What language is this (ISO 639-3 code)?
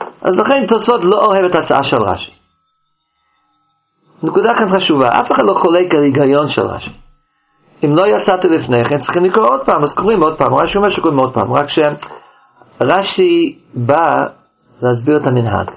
heb